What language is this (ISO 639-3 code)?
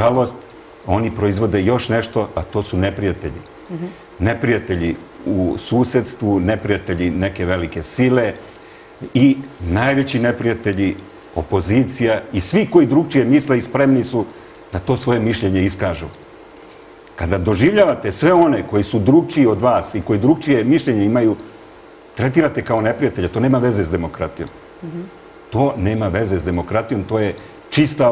srp